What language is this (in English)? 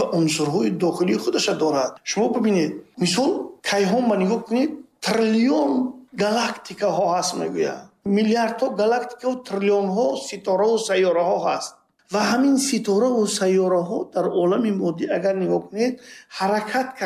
Tajik